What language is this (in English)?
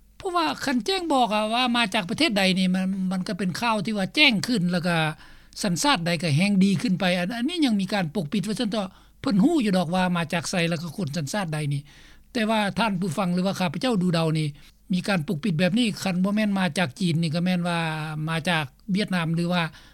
Lao